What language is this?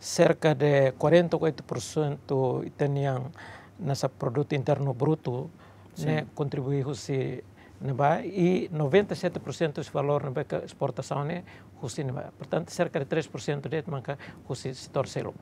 Tetum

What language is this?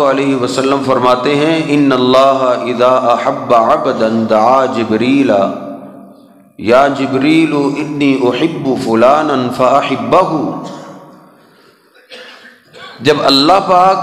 Urdu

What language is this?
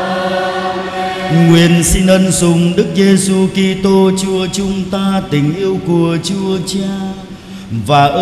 Vietnamese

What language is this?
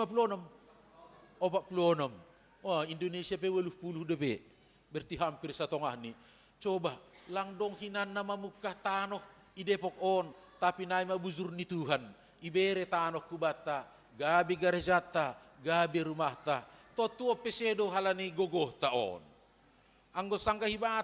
Batak Simalungun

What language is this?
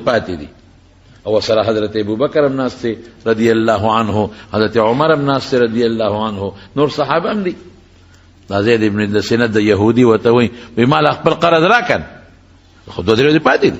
Pashto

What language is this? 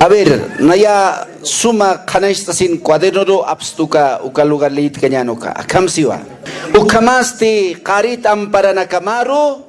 Aymara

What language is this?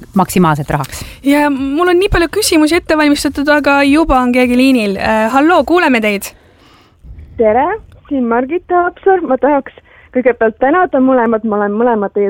Estonian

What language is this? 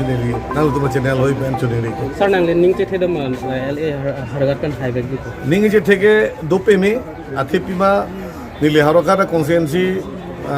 Karbi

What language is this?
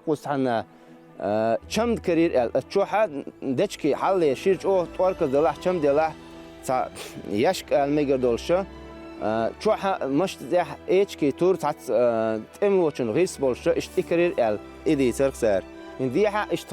Chechen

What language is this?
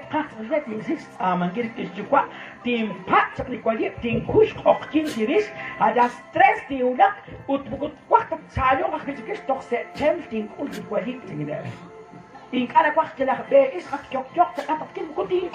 Kekchí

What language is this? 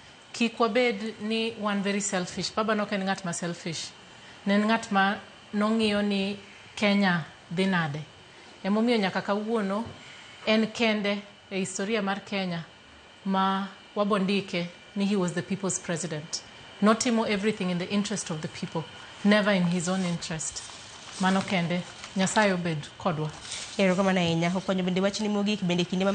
Luo (Kenya and Tanzania)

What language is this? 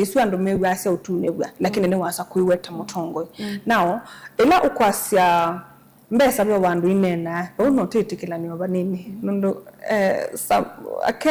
Kamba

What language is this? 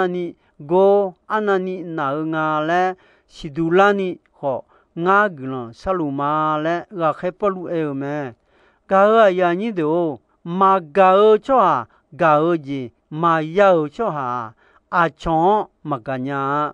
Akha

